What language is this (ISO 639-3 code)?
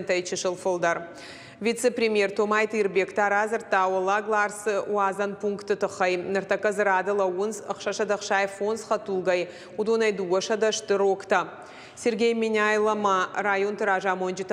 oss